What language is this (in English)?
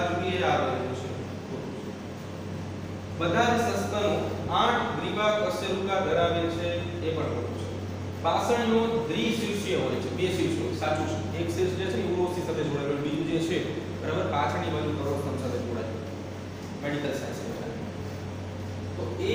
Gujarati